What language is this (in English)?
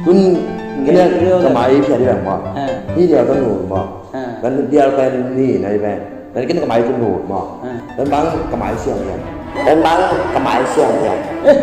Tedim Chin